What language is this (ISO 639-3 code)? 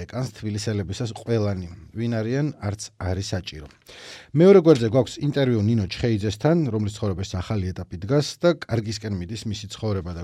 kat